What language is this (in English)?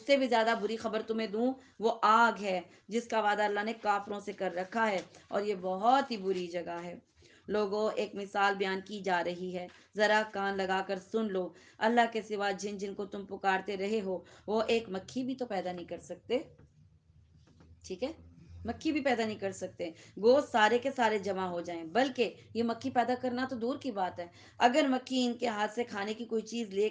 Urdu